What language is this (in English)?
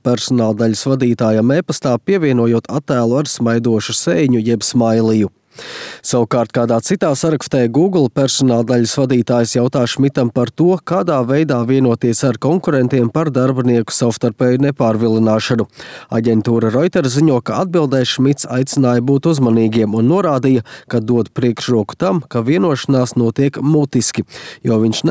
Latvian